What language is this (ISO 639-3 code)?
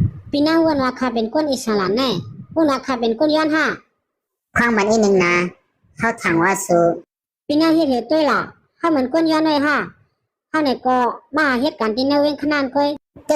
shn